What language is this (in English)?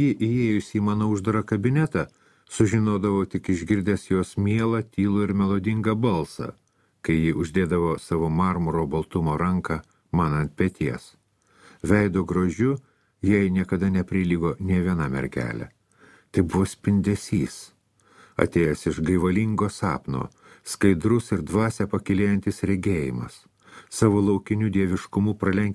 Lithuanian